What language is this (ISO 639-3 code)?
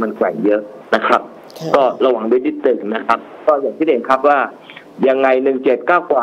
tha